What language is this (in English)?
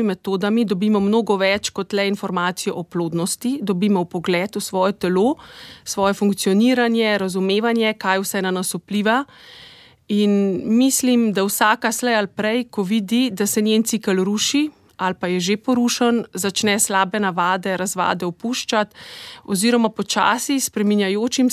Slovenian